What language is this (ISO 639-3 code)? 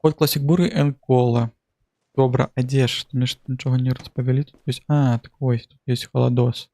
bel